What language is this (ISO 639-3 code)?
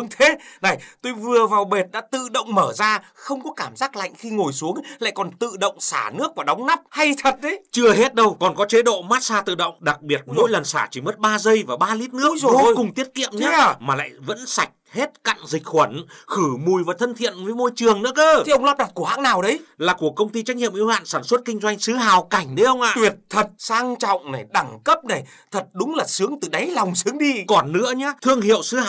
vie